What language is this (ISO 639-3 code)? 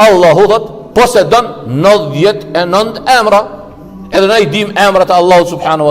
sqi